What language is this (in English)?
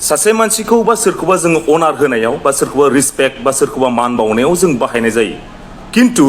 Bodo